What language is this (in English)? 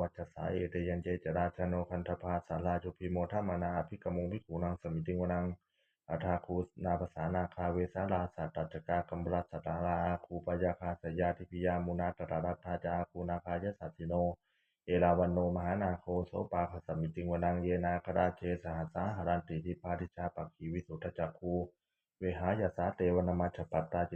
Pali